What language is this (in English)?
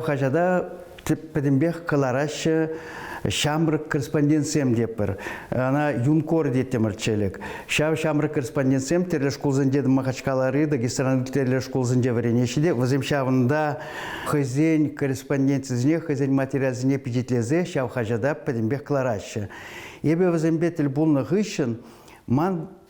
Chuvash